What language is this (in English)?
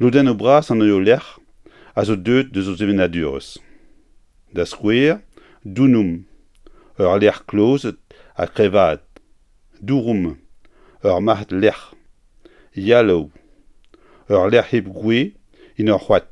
Breton